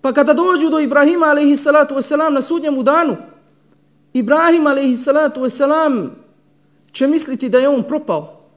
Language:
Bosnian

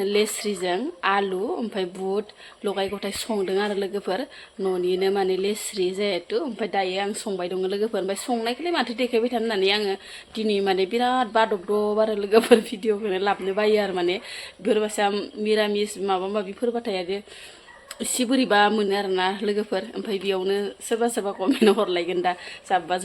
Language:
Bodo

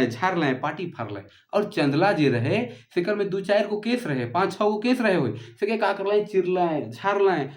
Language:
Sadri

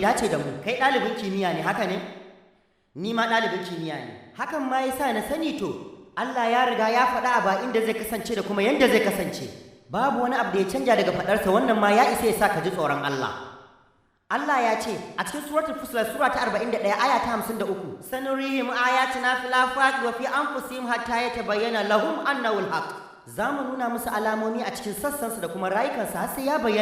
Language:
Hausa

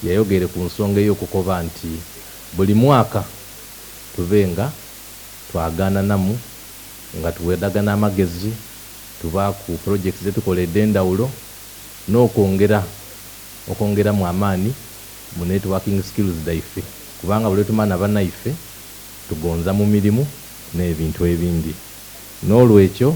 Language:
Soga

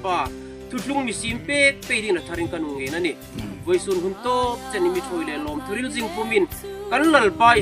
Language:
Hmar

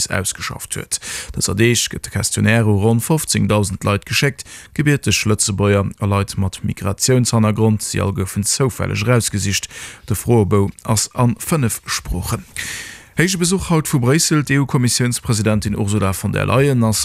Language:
Luxembourgish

